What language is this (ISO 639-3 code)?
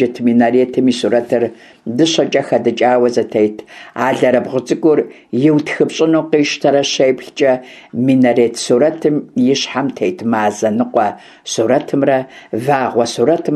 kbd